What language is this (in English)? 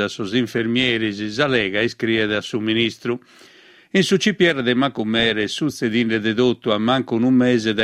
Sardinian